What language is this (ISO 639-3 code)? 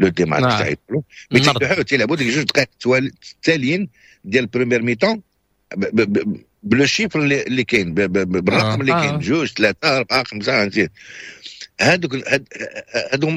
ary